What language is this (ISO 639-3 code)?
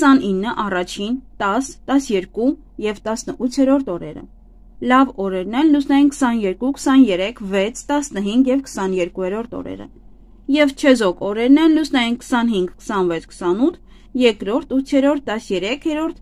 hye